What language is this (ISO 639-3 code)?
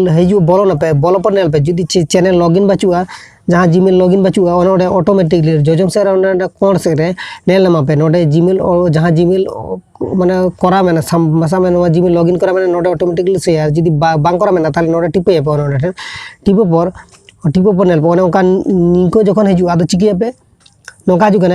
sat